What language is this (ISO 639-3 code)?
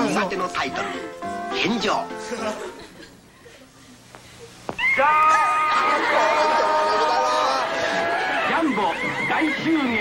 jpn